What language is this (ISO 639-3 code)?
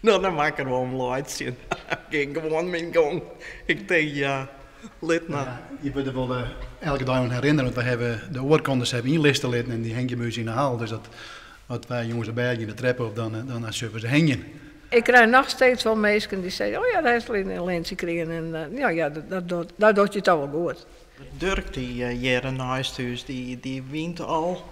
fry